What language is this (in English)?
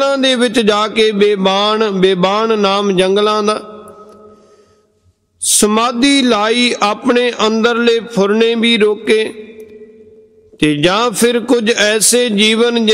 Punjabi